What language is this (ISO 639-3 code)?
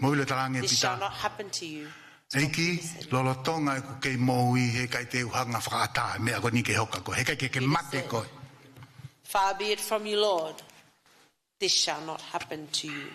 ton